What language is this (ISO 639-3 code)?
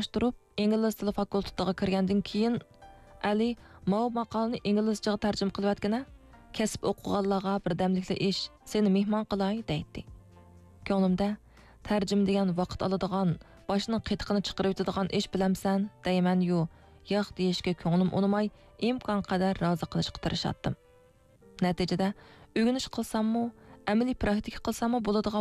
uig